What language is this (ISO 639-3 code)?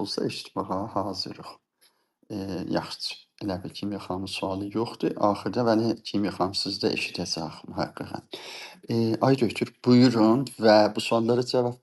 azb